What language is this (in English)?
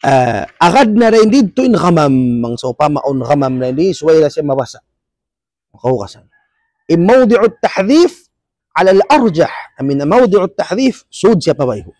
Tausug